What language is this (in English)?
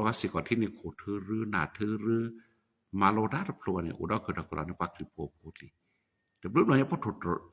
S'gaw Karen